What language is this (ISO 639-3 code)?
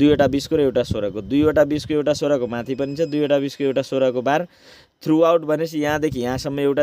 nep